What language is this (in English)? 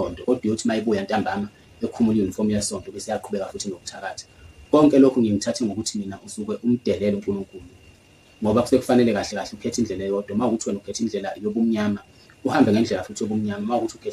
Zulu